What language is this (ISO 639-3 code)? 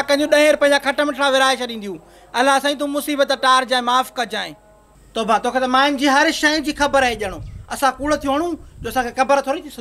snd